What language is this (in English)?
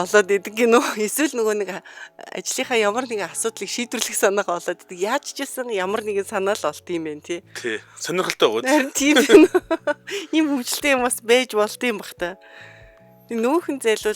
Mongolian